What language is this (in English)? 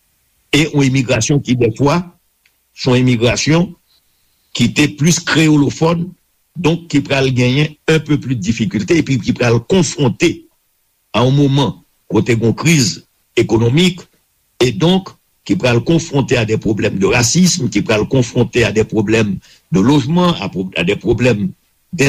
Haitian Creole